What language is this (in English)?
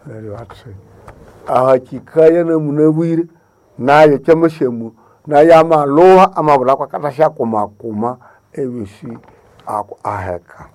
Nande